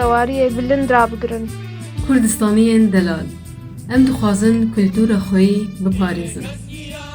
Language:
Kurdish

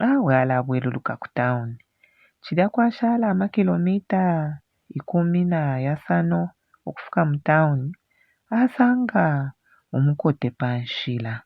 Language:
Bemba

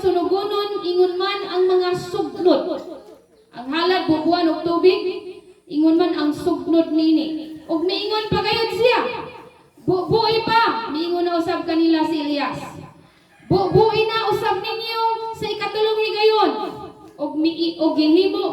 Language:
Cebuano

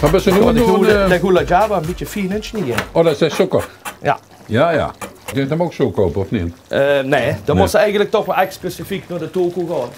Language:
Limburgish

